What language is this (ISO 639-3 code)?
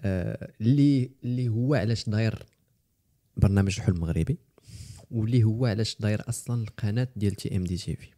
ary